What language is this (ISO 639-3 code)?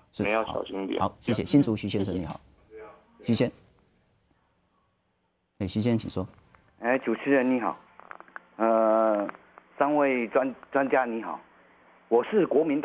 zho